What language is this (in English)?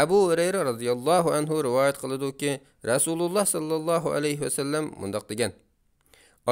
Uyghur